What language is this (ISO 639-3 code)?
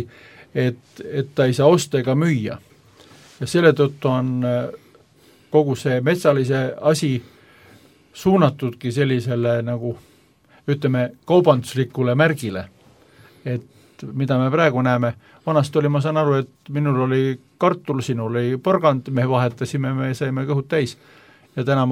est